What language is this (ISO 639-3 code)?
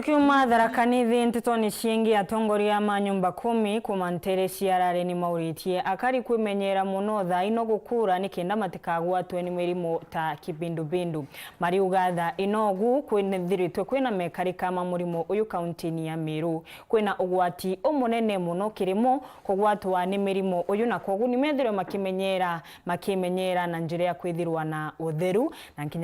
mer